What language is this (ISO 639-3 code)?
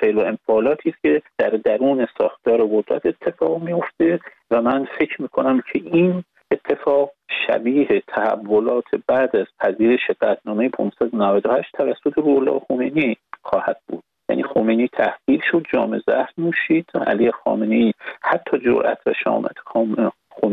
fas